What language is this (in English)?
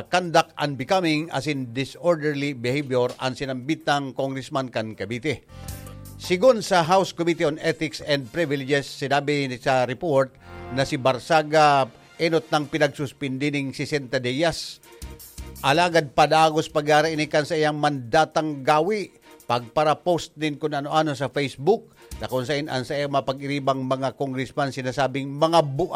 Bikol